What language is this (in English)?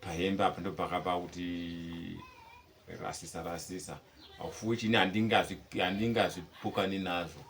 Shona